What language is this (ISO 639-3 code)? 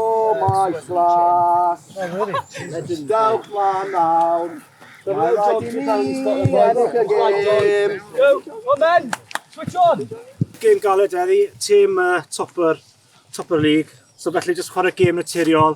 cym